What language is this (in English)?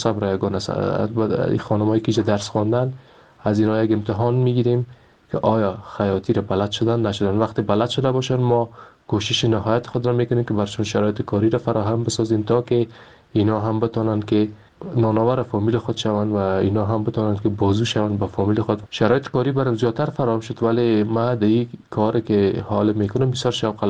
Persian